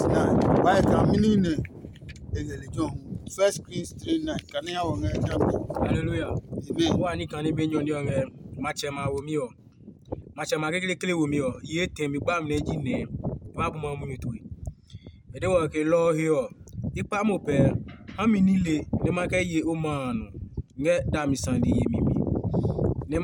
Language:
Adangme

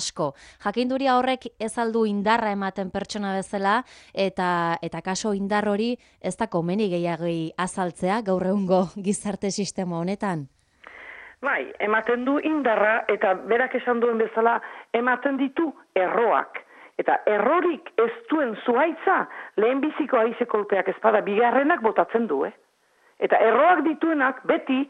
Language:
Basque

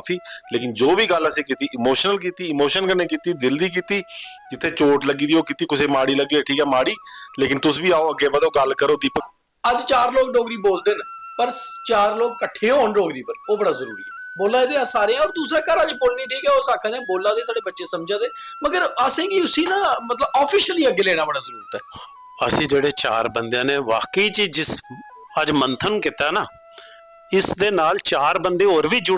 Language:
Dogri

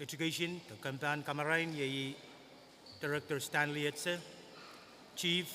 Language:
Pohnpeian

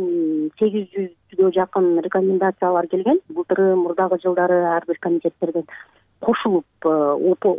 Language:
Kyrgyz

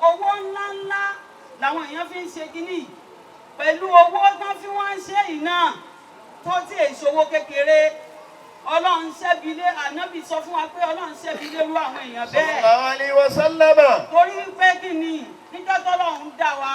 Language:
Yoruba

